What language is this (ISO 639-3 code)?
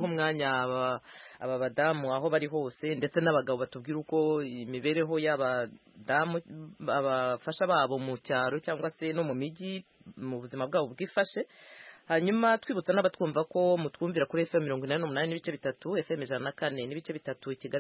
kin